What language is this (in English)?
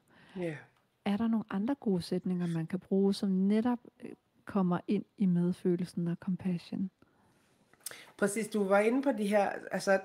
Danish